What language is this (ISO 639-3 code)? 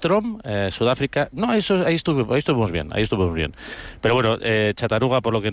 spa